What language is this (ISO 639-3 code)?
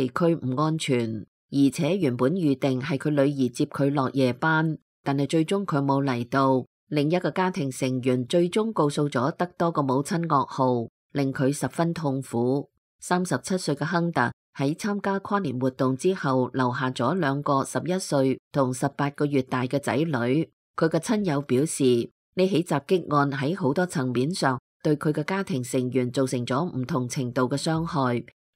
yue